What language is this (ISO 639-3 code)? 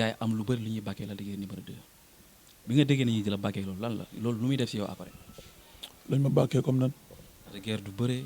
wol